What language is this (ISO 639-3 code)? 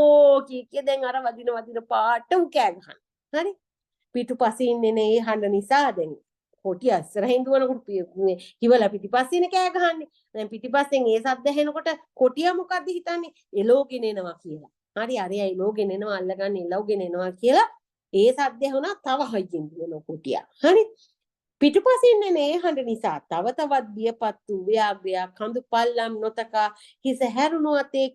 sin